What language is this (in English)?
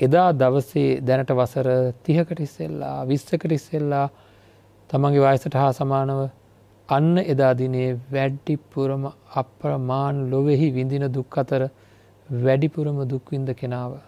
Sinhala